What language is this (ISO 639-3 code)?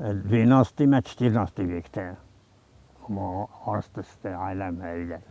oss